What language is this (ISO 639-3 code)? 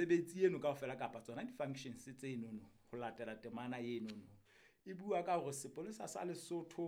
sot